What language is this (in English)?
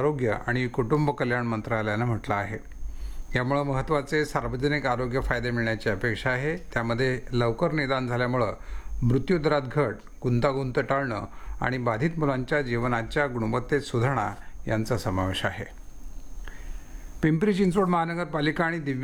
Marathi